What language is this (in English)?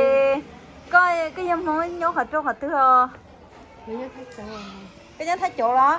Hmong